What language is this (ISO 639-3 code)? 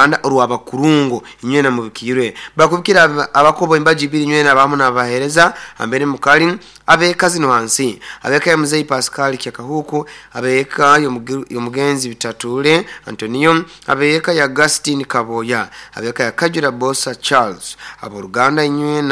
nyo